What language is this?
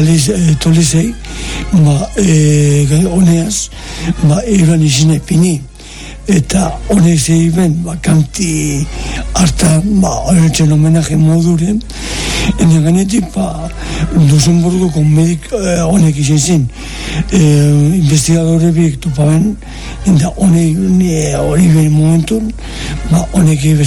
Basque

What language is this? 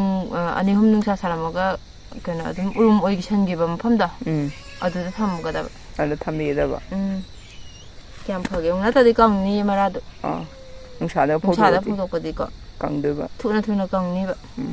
Manipuri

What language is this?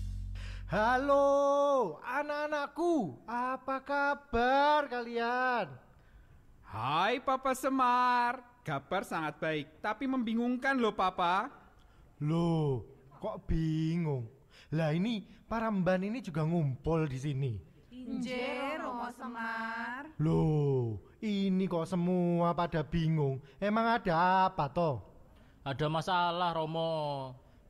Indonesian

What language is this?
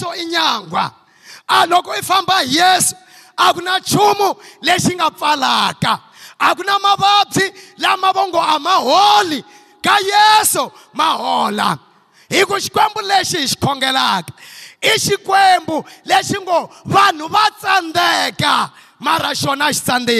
Tsonga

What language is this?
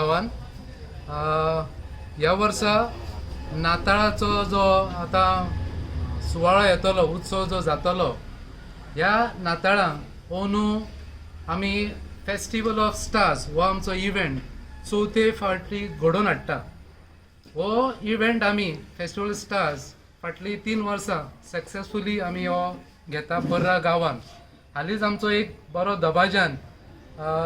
Konkani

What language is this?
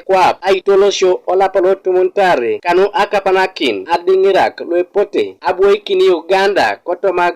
Teso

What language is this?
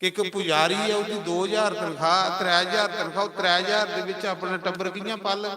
Dogri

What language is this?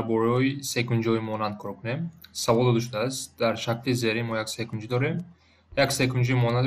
Tajik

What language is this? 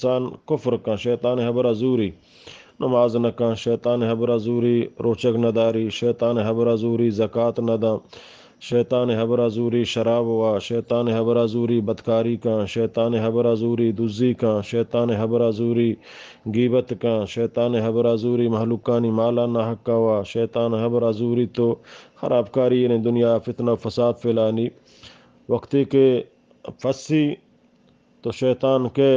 Eastern Balochi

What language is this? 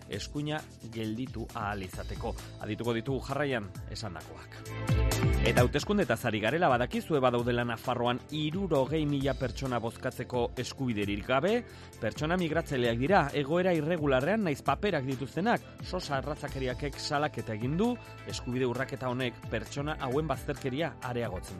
Basque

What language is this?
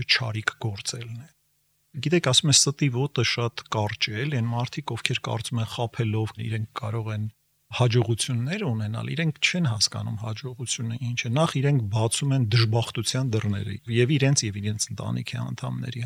Armenian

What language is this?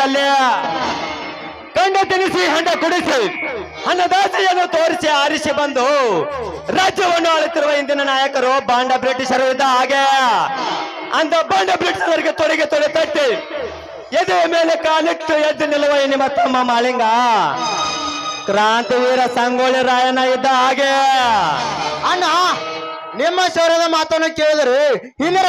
Kannada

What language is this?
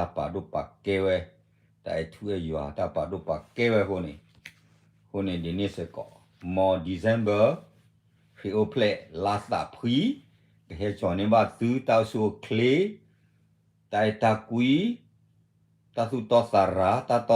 S'gaw Karen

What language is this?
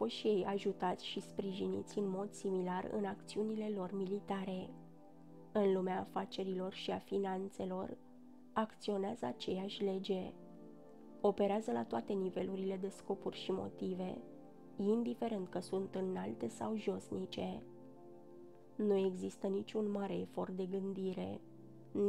Romanian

